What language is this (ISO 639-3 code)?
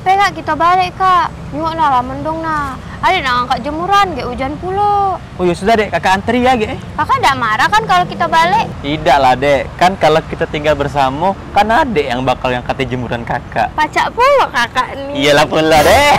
mui